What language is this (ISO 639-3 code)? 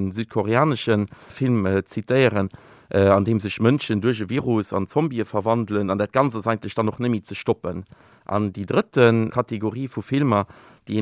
ltz